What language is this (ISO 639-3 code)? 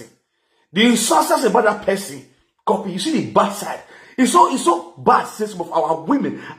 pcm